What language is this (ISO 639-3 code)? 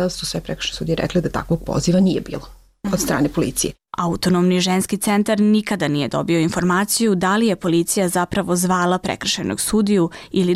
srp